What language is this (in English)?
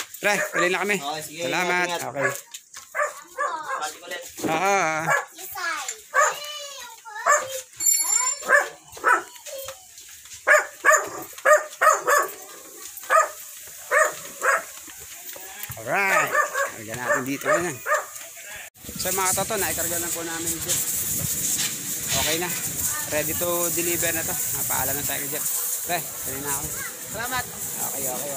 Filipino